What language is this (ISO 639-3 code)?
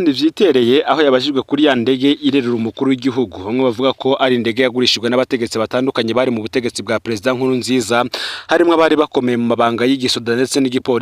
run